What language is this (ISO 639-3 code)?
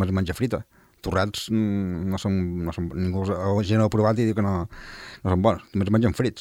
cat